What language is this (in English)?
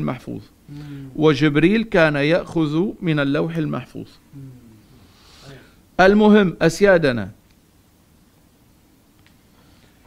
Arabic